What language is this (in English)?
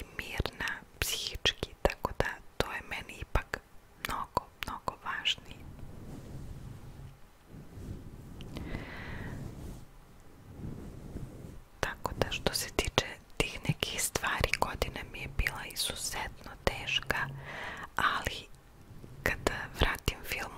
Serbian